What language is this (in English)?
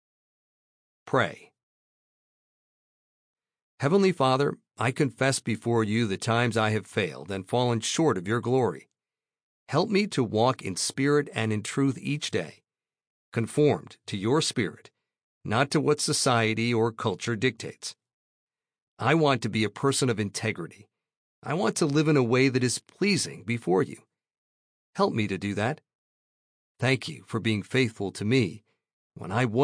English